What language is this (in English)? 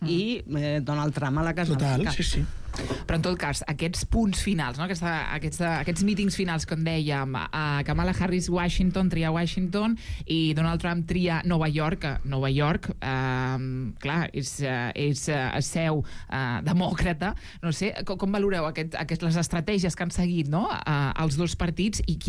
Catalan